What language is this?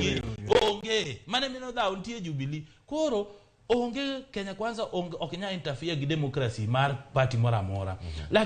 Luo (Kenya and Tanzania)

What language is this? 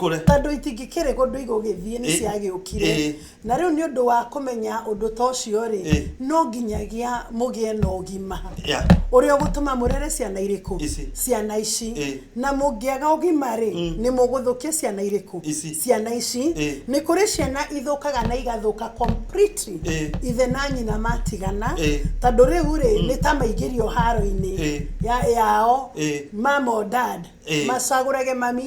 Kikuyu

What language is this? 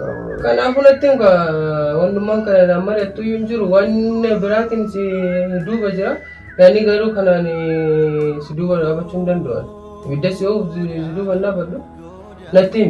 Oromo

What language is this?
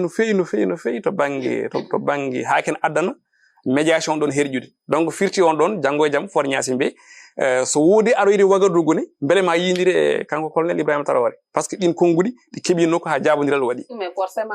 Fula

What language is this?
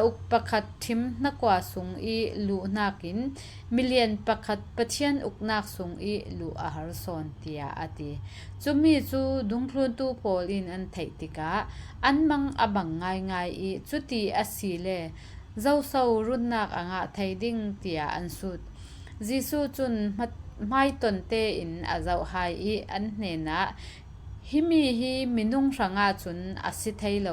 Falam Chin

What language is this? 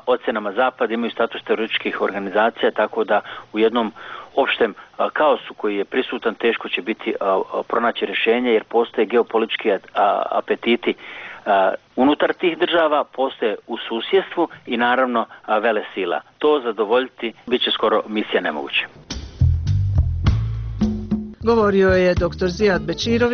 Bosnian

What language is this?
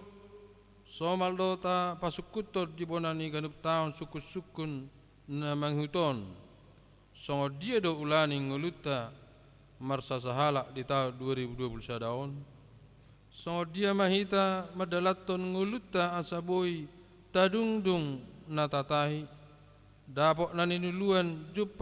Batak Toba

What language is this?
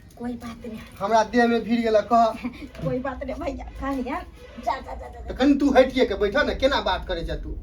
Maithili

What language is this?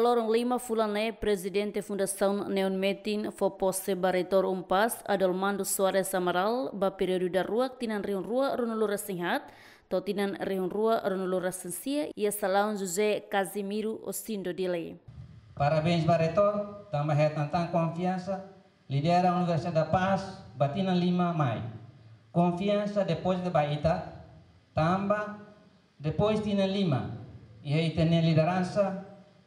Tetum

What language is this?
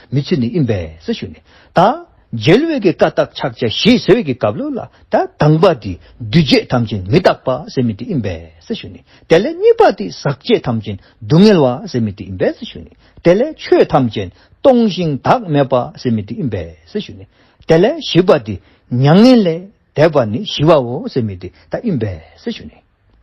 Dzongkha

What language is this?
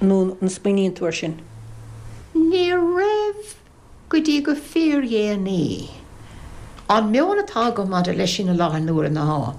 Irish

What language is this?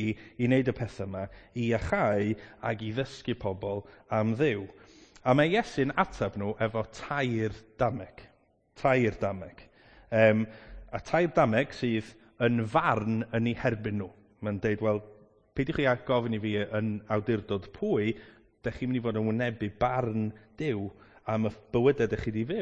Welsh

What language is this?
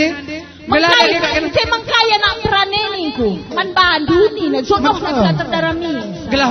Batak Karo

